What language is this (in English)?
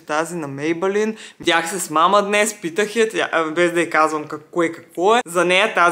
Bulgarian